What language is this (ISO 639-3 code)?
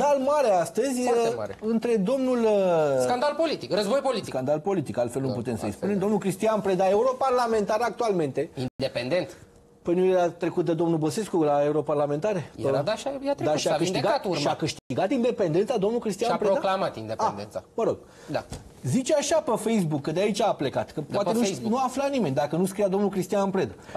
ron